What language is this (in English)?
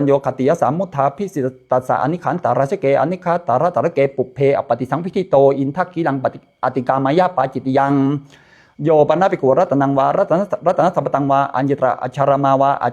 Pali